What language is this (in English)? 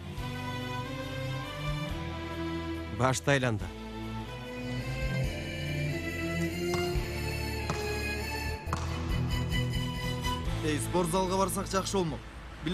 Kyrgyz